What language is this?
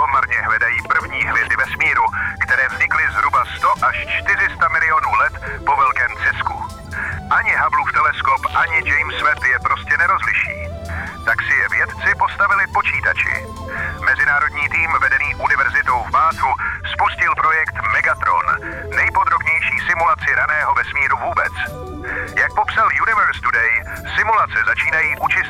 Czech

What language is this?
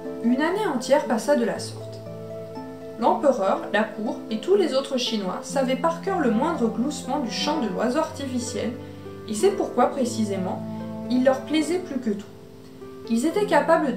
French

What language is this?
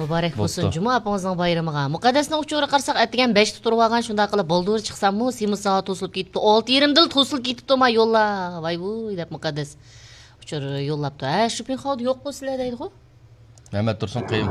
Uyghur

